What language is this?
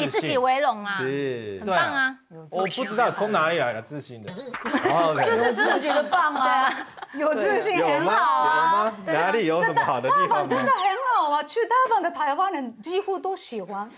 Chinese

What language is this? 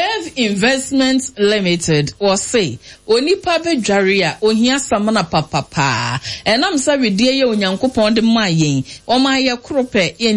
Akan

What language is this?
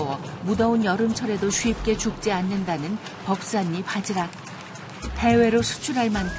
Korean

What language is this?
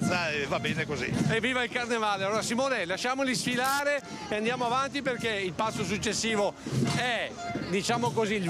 Italian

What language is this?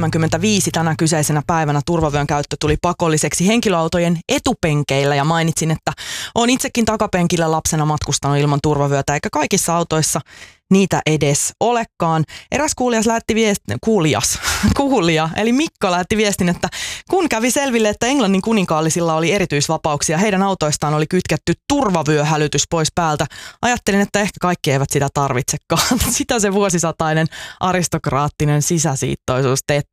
Finnish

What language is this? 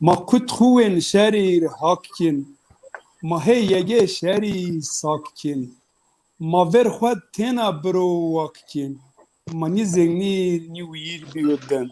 Zaza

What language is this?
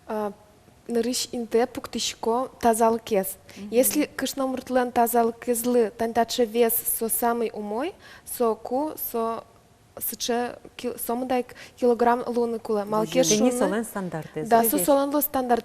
Udmurt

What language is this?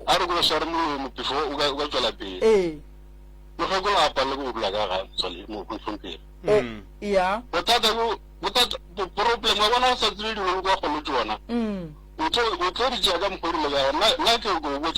Northern Sotho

